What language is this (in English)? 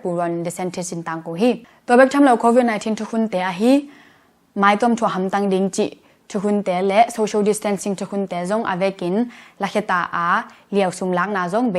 Tedim Chin